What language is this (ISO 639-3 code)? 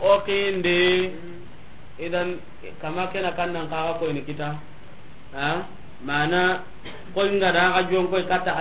snk